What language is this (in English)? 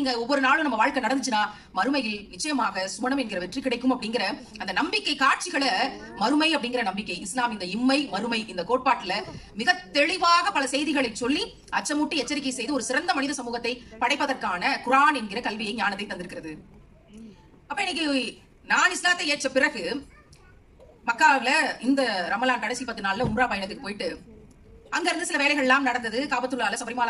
Tamil